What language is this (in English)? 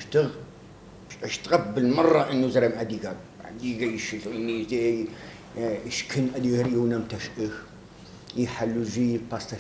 Adyghe